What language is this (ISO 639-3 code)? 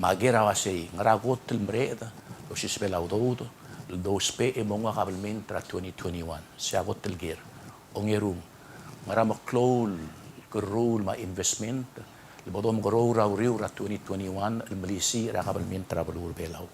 pau